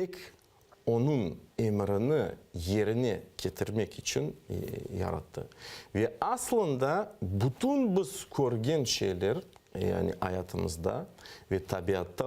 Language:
Crimean Tatar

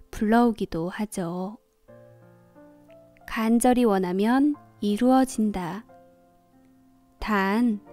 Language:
Korean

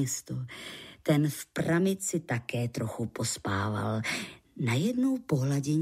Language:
Czech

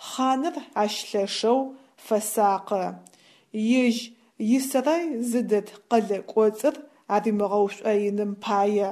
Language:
Adyghe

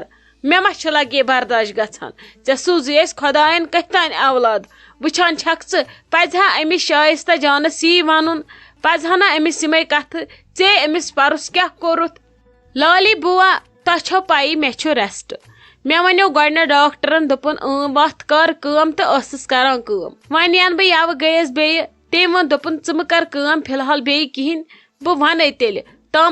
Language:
Kashmiri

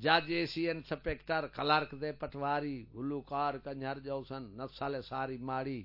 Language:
Saraiki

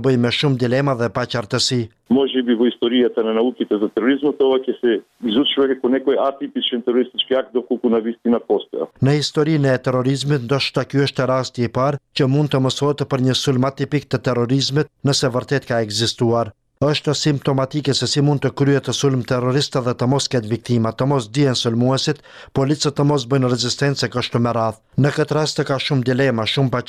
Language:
Albanian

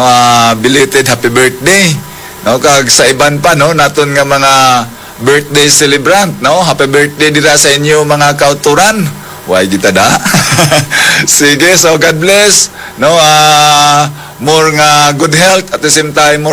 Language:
Hiligaynon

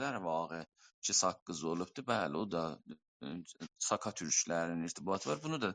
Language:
South Azerbaijani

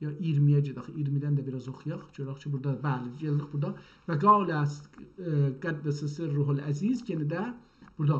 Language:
South Azerbaijani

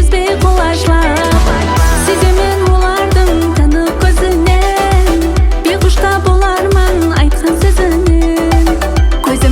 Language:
Kara-Kalpak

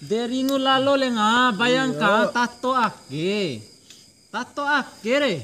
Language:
Bima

